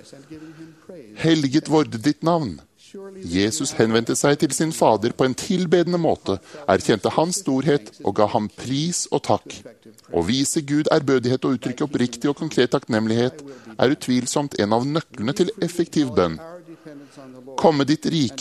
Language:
Norwegian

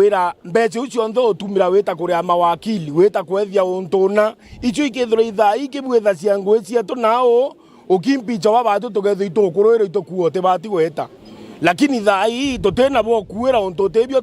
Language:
Meru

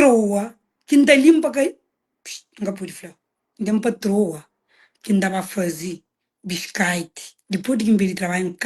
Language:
Kabuverdianu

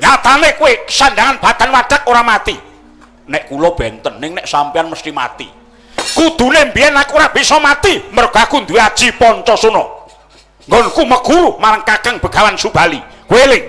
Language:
Javanese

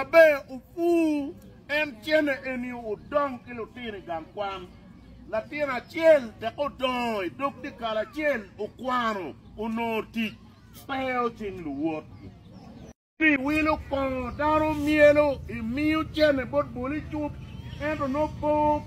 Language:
Acoli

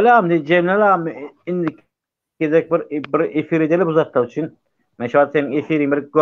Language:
Turkmen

